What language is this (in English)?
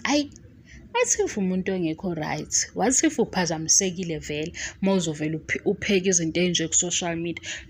Zulu